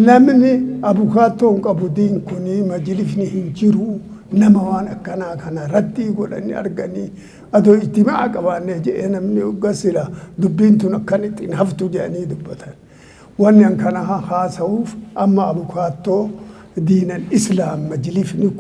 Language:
Oromo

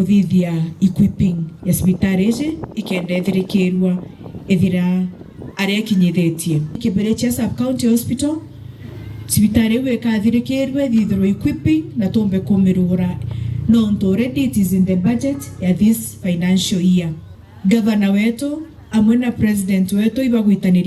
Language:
Meru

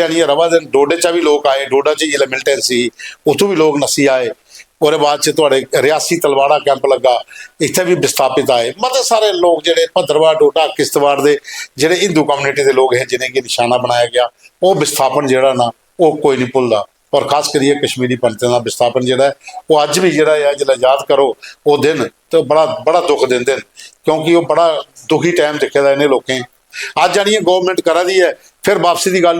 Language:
Dogri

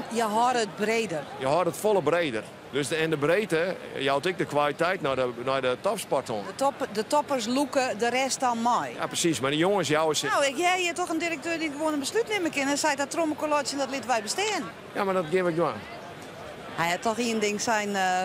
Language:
Western Frisian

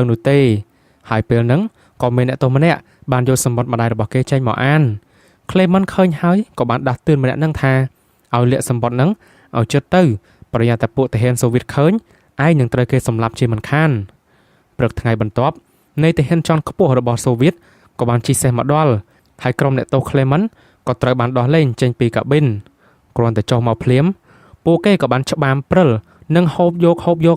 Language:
Khmer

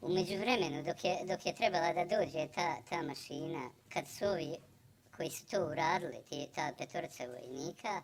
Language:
Bosnian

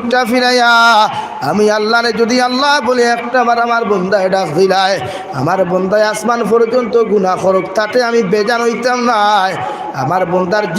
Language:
Sylheti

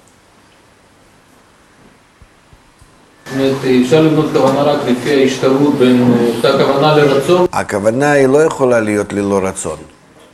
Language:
Hebrew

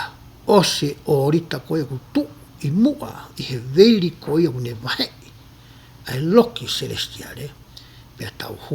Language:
Tongan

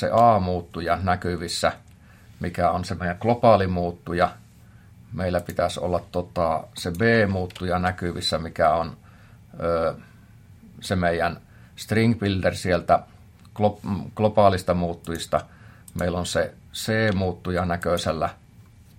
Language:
Finnish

